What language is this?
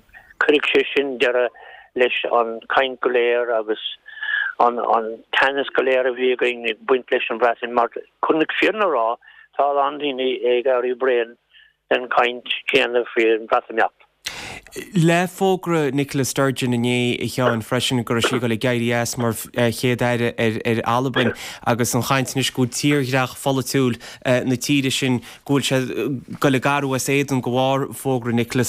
Irish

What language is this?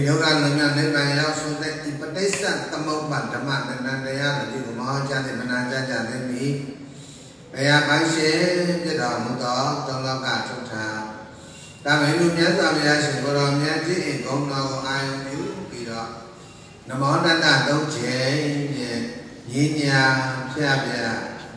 Burmese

